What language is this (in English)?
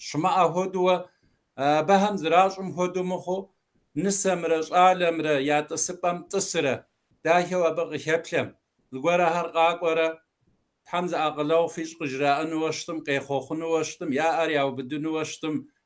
Kabardian